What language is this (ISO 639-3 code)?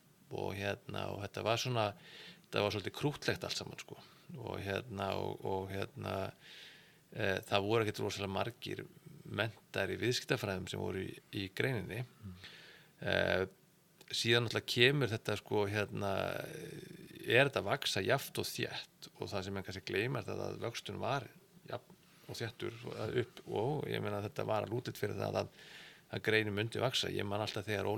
isl